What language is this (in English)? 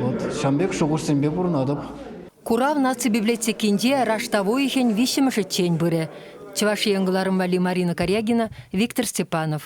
Chuvash